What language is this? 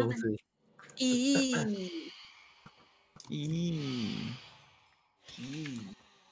Chinese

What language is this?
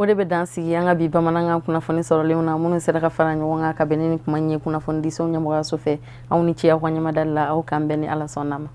Bambara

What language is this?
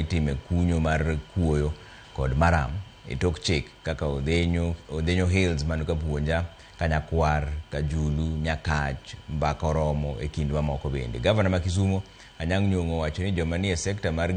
Luo (Kenya and Tanzania)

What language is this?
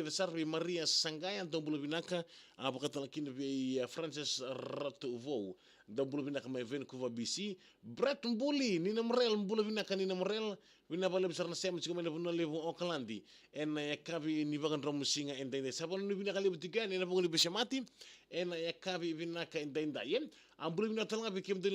Fijian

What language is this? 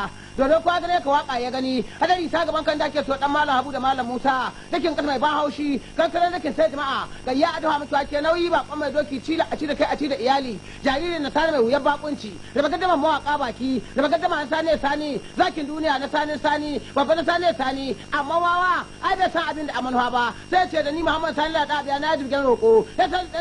Hausa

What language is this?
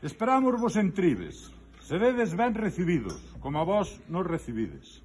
Galician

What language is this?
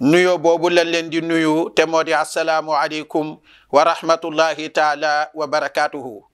Wolof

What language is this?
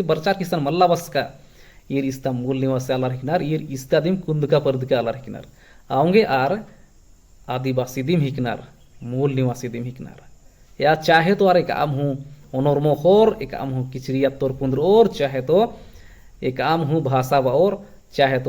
Kurukh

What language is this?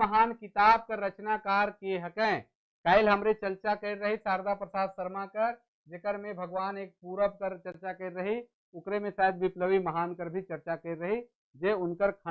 Sadri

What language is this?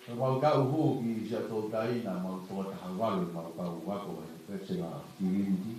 Tongan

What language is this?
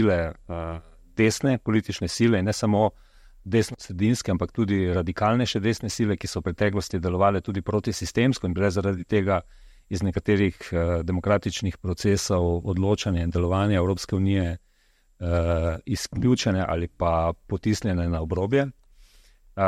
Slovenian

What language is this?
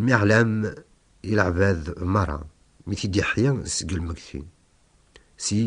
Kabyle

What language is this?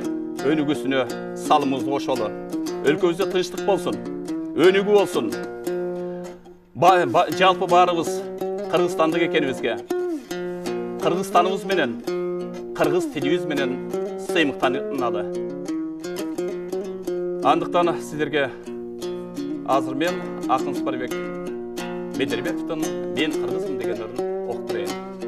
Kyrgyz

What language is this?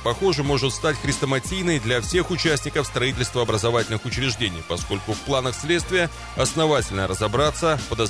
Russian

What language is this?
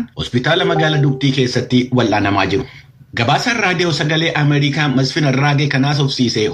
Oromo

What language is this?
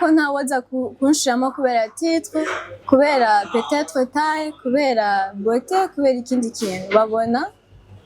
Rundi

